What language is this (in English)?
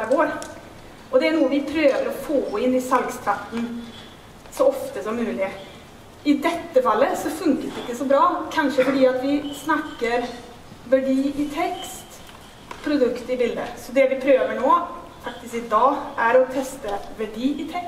Norwegian